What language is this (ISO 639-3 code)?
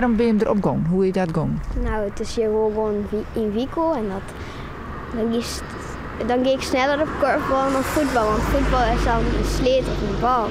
fry